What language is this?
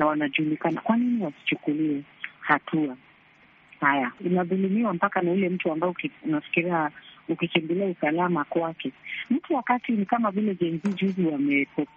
Swahili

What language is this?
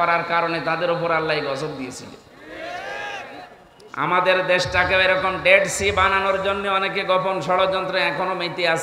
Bangla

